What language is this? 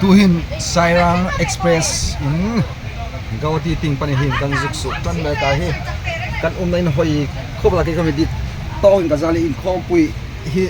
Hmar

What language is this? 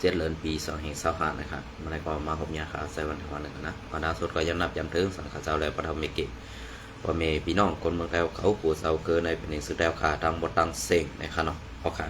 Shan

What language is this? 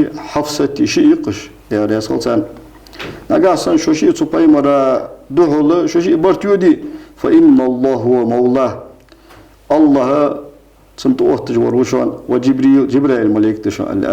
Ingush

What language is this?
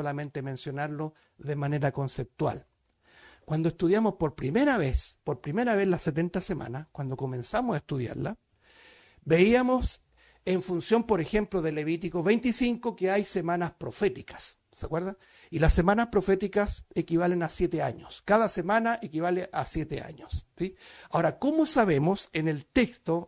Spanish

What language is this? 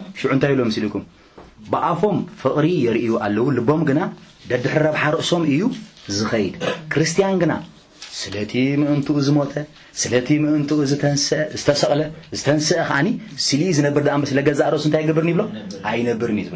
Tigrinya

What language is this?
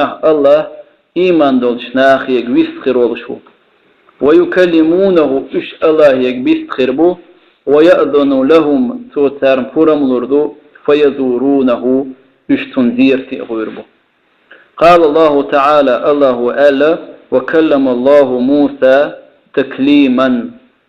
Chechen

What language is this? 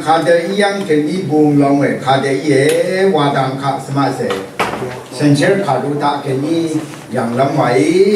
Rawang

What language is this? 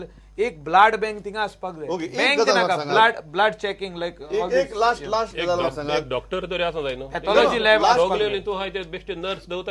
Konkani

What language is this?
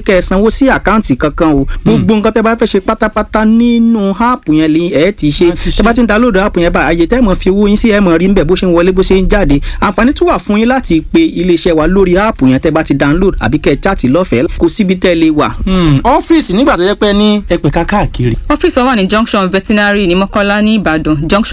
Yoruba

